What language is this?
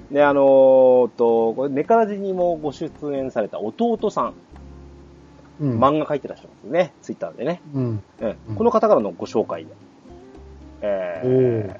Japanese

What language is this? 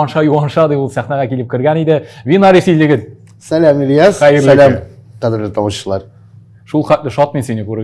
Tatar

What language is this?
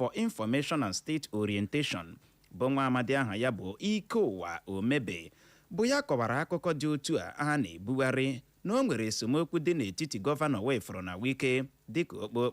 Igbo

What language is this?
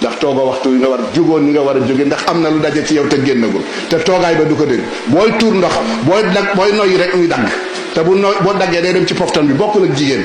Wolof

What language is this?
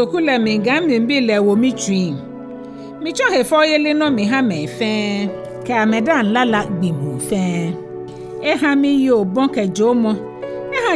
Ga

